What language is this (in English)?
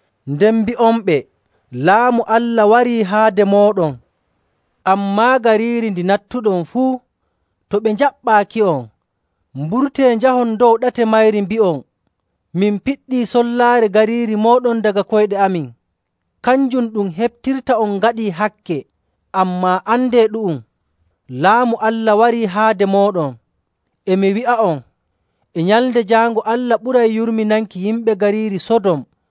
Nigerian Fulfulde